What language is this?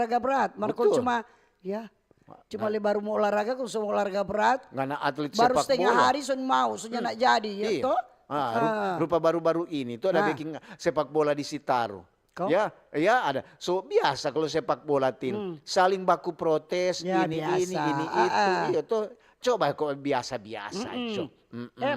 Manado Malay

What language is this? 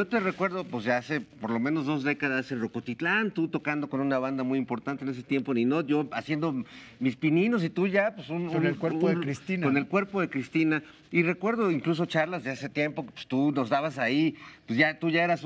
Spanish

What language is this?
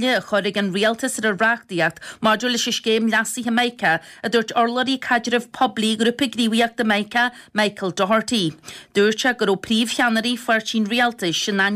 Irish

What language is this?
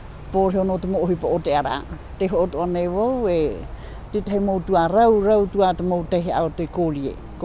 Tahitian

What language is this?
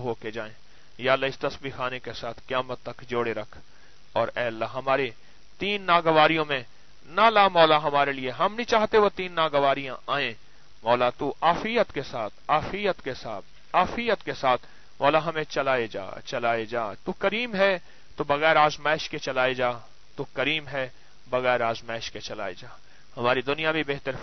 Urdu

